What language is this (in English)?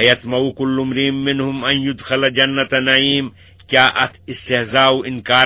Kashmiri